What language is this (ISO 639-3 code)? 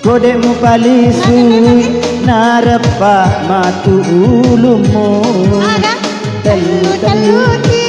bug